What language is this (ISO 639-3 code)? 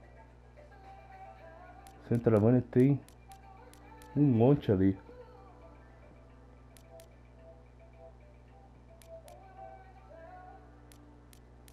por